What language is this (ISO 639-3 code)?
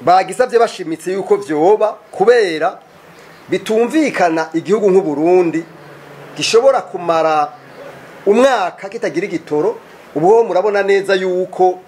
run